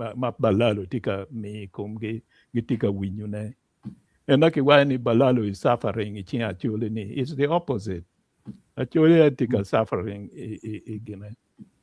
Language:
Acoli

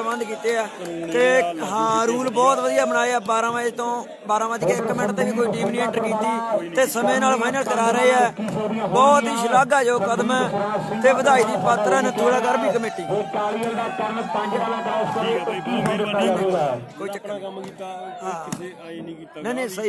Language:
Punjabi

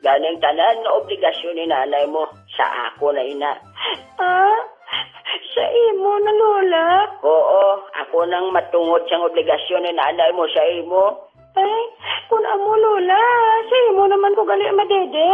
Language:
Hiligaynon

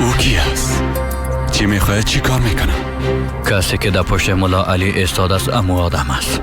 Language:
Persian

